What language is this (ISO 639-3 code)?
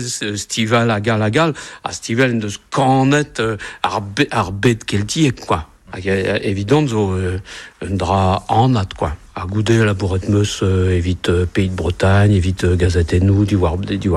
bre